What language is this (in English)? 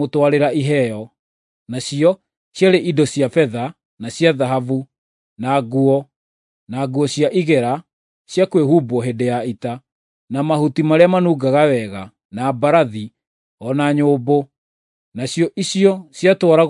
Kikuyu